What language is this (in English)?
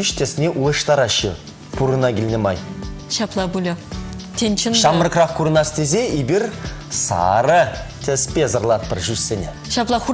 Chuvash